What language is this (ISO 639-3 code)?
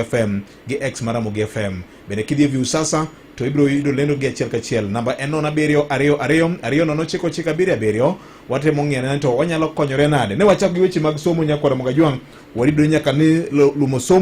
luo